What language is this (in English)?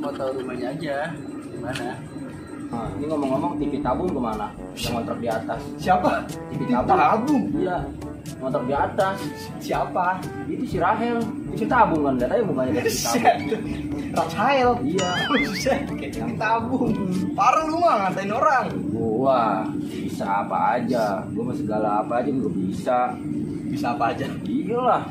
Betawi